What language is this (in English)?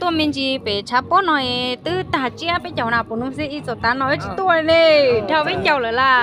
Hmong